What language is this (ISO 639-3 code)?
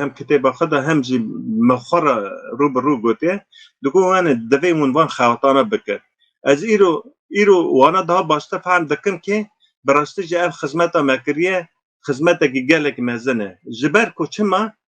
kur